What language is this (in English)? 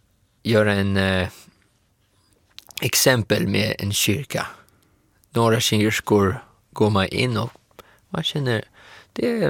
Swedish